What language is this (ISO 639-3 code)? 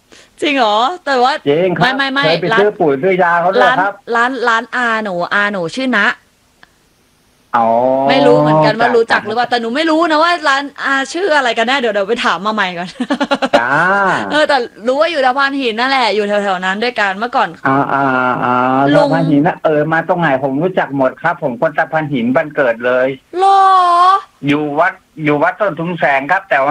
tha